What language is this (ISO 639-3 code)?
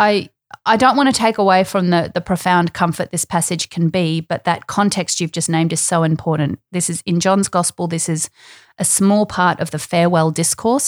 eng